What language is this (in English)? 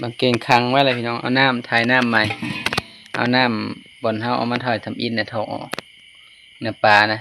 Lao